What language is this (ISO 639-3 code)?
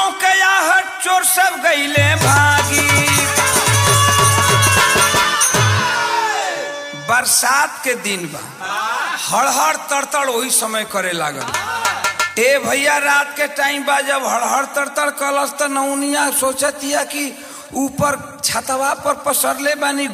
bho